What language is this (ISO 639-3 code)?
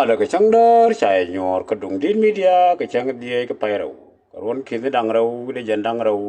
nus